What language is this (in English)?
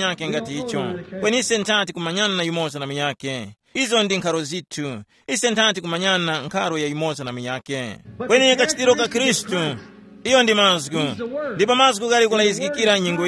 Tumbuka